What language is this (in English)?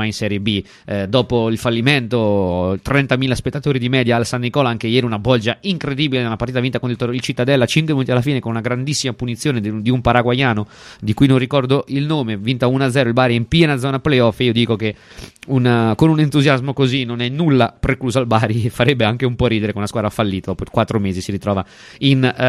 Italian